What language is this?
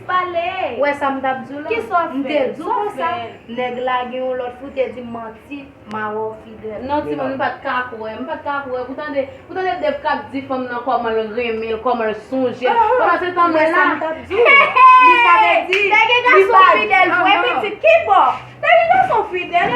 Haitian Creole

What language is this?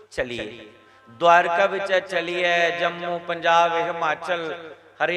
Dogri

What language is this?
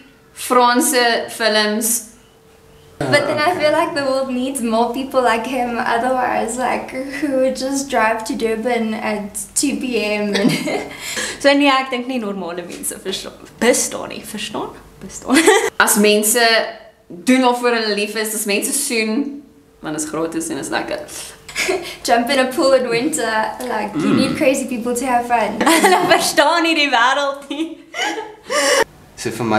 Afrikaans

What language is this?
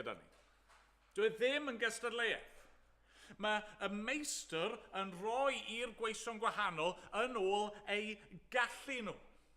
Welsh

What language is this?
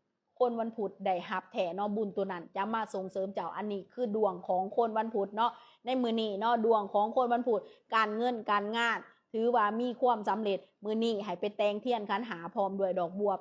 Lao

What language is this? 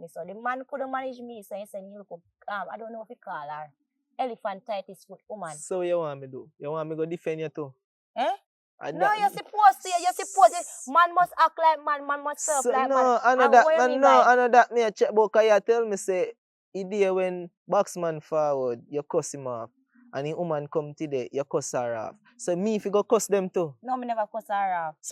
Jamaican Creole English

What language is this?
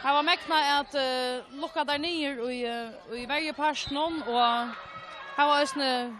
Faroese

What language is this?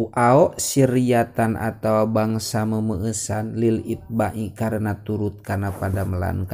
Sundanese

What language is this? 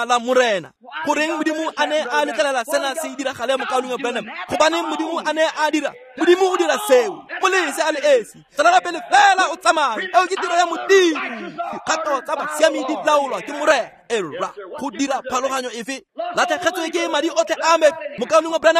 Tswana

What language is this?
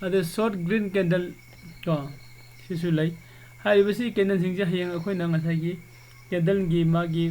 Manipuri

